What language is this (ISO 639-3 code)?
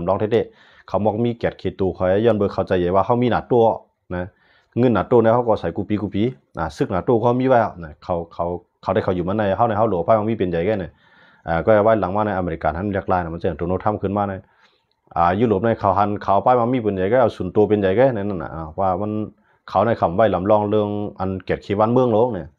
shn